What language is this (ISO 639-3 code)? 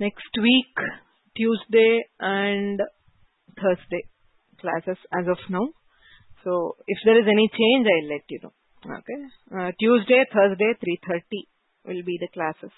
san